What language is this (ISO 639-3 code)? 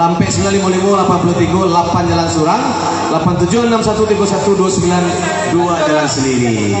min